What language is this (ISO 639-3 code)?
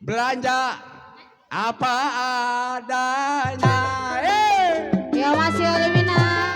bew